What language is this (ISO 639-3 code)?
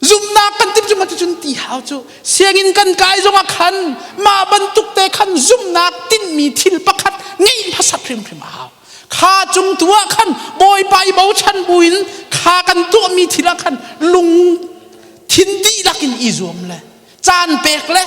cnh